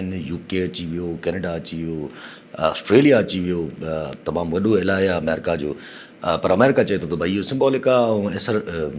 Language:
Sindhi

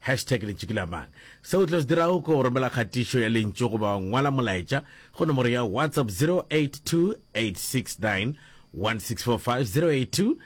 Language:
Northern Sotho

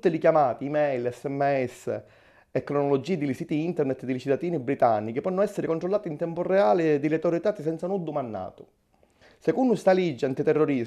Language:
Sicilian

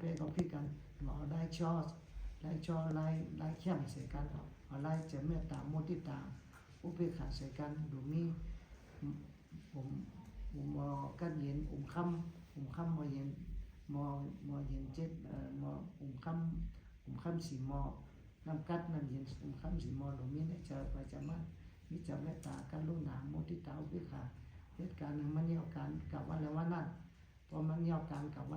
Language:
Shan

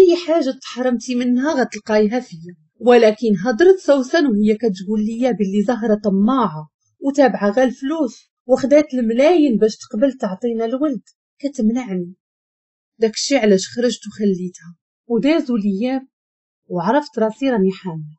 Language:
Moroccan Arabic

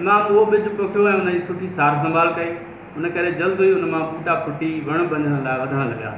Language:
Sindhi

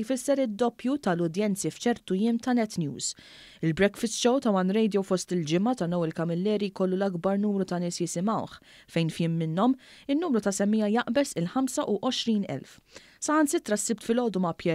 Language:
Maltese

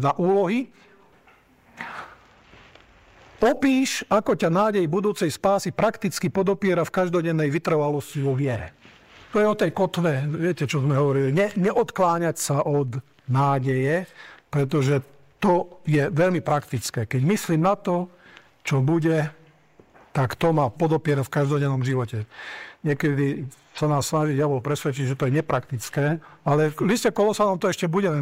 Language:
Slovak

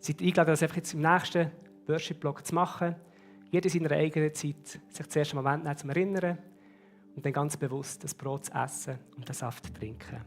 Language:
Swiss German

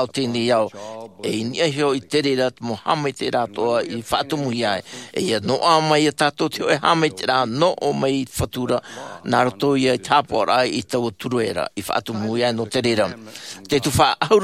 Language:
Tahitian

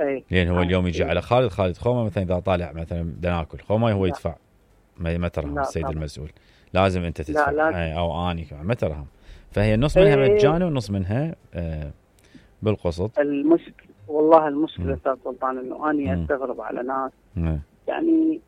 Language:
Mesopotamian Arabic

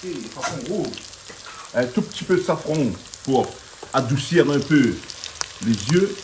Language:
Réunion Creole French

